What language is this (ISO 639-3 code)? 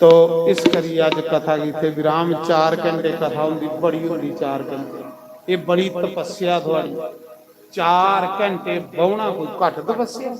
doi